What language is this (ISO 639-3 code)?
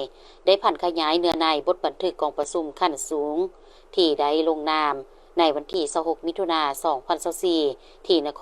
lao